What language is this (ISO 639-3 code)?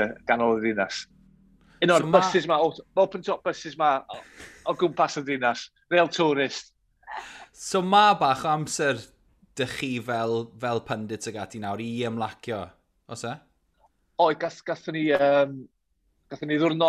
cym